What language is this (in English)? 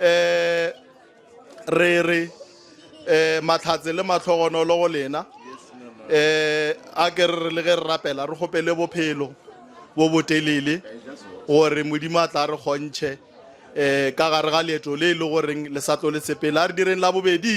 Northern Sotho